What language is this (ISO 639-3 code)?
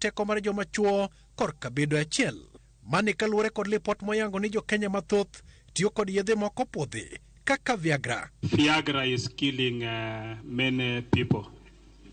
luo